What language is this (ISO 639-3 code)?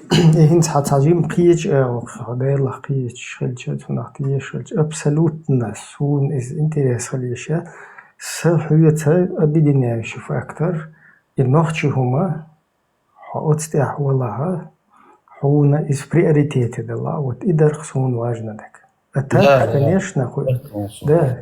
che